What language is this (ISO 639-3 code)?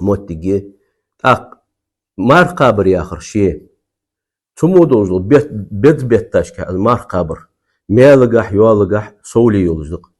inh